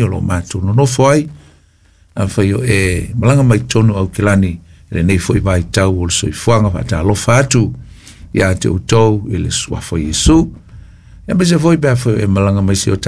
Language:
Samoan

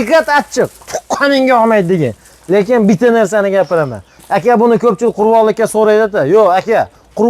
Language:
Uzbek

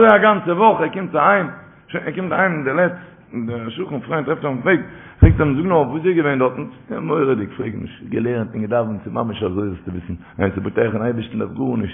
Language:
Yiddish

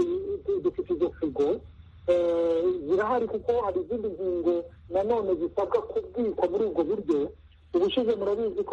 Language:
Kinyarwanda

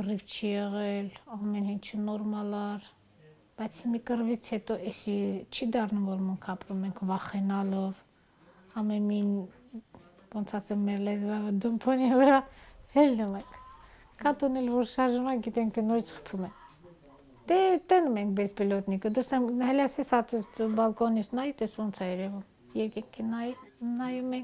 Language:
Armenian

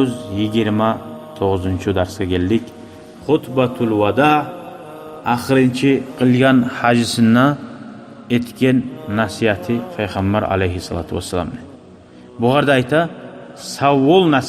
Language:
Kumyk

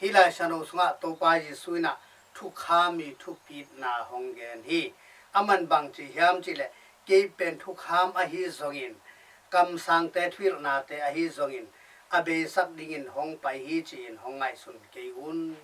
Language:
Tedim Chin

